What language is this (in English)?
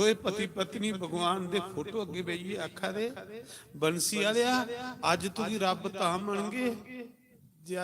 Dogri